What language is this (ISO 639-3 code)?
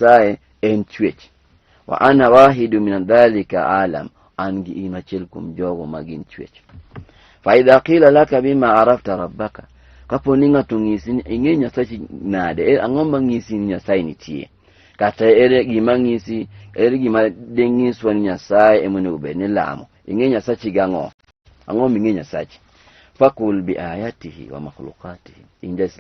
luo